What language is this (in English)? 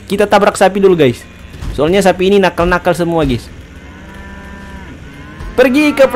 Indonesian